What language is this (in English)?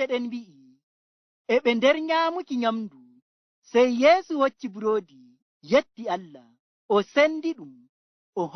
Fula